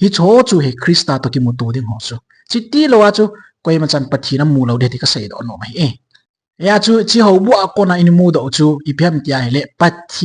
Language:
Thado Chin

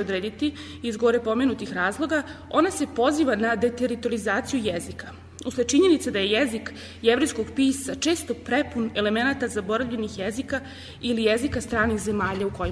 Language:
Serbian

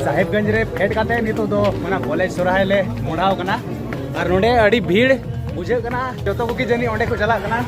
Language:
Santali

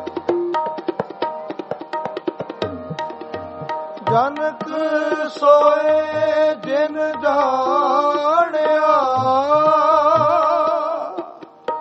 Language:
Punjabi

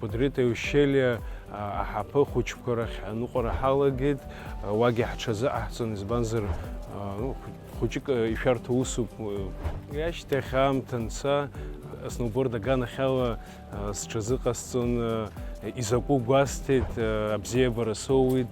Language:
Abkhazian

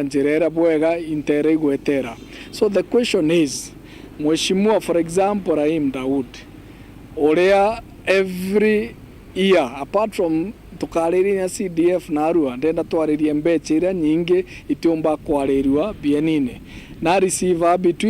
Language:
Meru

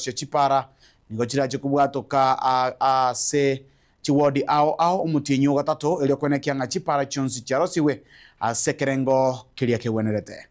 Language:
Gusii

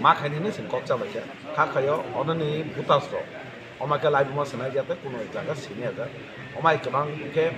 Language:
Kok Borok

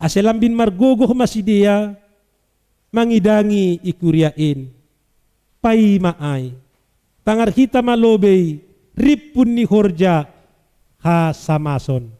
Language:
Batak Simalungun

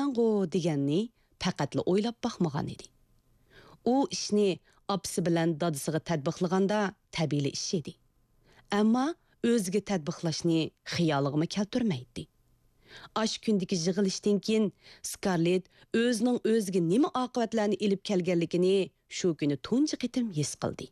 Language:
Uyghur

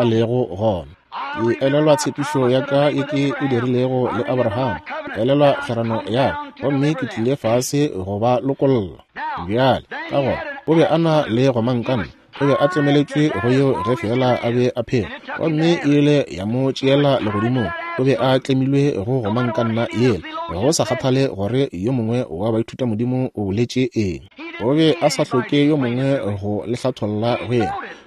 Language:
Northern Sotho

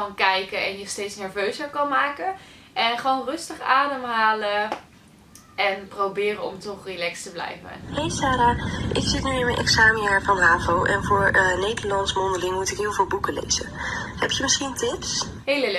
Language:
Dutch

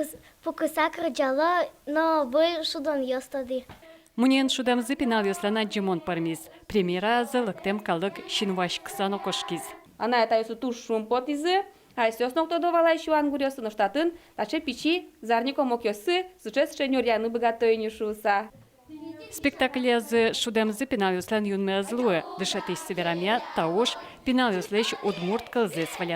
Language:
Udmurt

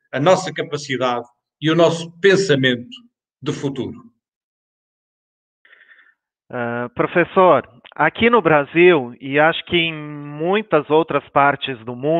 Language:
Portuguese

